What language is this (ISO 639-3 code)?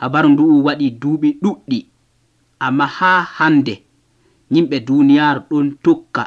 fuv